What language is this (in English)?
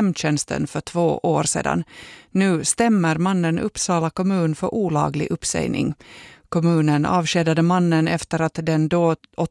Swedish